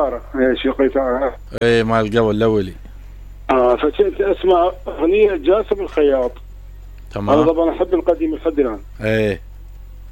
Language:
Mesopotamian Arabic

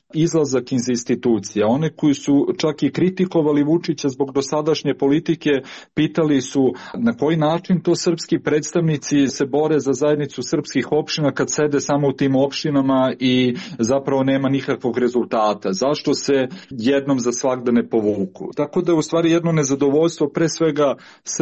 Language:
Serbian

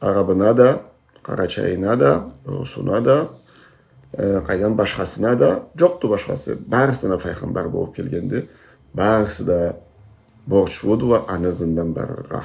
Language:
Karachay-Balkar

